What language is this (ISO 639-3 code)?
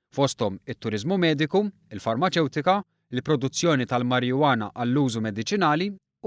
mlt